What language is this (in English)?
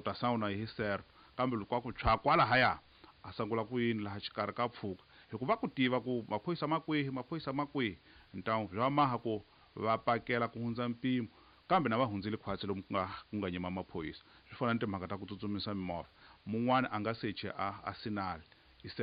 Tsonga